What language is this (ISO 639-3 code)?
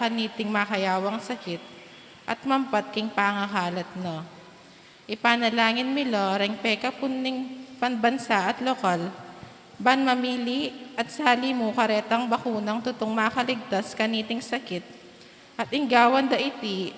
pam